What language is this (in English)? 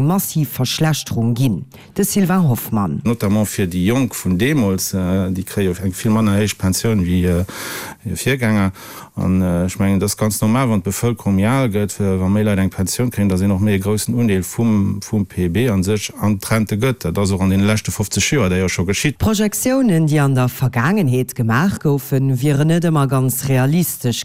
Luxembourgish